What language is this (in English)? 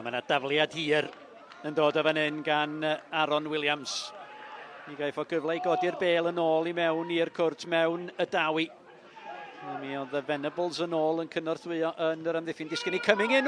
Welsh